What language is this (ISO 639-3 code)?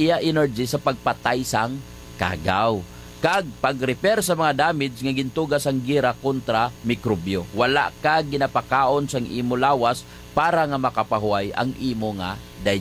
hil